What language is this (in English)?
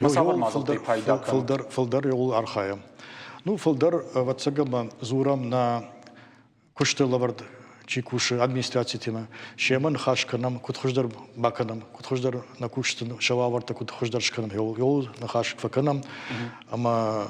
Ossetic